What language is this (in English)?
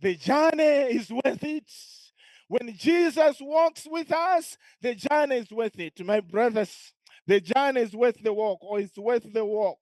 English